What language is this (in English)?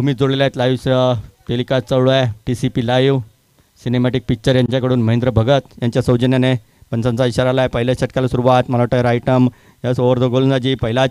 Marathi